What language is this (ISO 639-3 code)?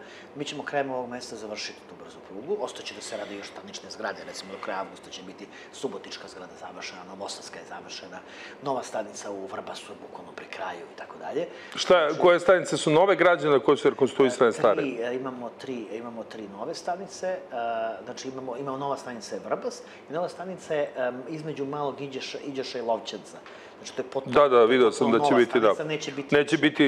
srp